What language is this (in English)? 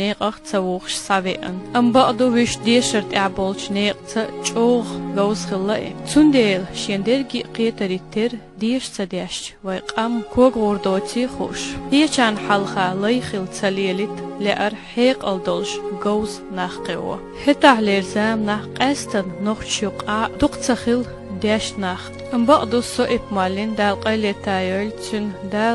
Chechen